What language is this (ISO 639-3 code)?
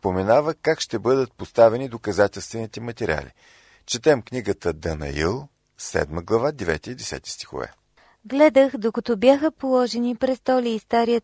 bul